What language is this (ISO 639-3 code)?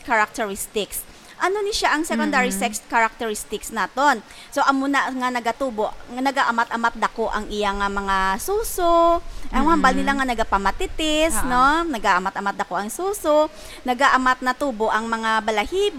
hil